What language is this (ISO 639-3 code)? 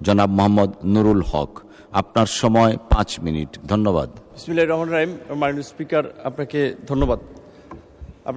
ben